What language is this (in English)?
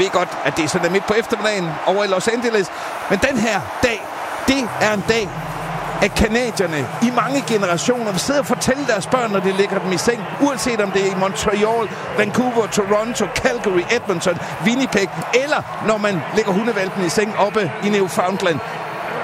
Danish